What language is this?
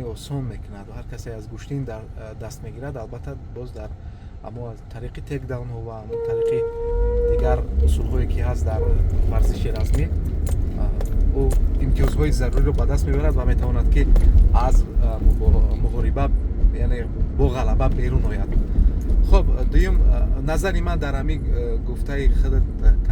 Tajik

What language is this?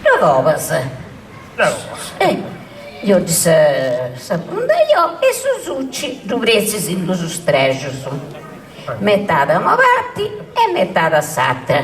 Sardinian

